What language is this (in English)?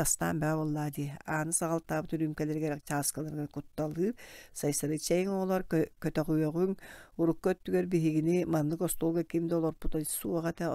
Yakut